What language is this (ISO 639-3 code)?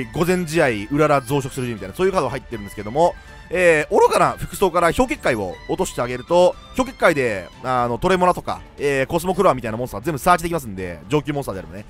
jpn